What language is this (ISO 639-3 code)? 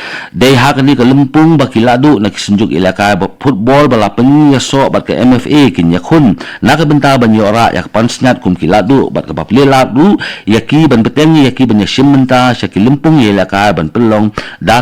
kha